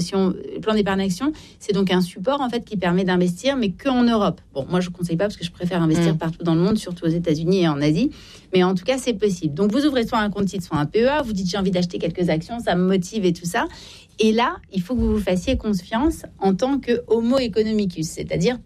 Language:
French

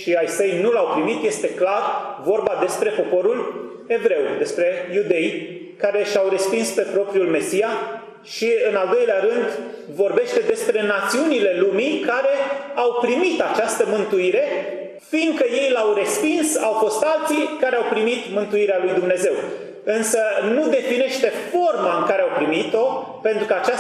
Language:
Romanian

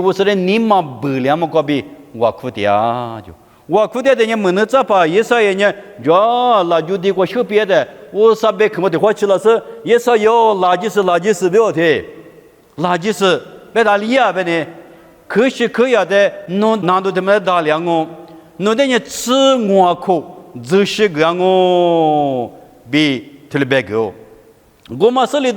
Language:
Lisu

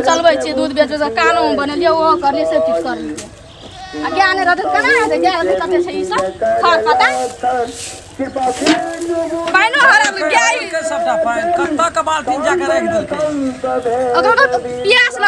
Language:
Maithili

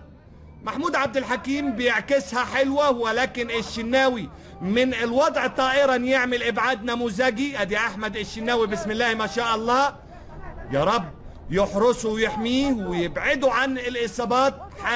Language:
Egyptian Arabic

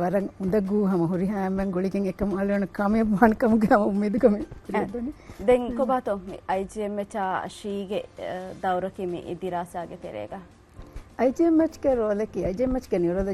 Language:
Divehi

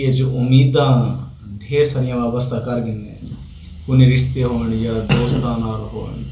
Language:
Saraiki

